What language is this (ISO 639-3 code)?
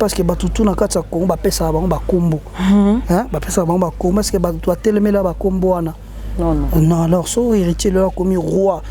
lin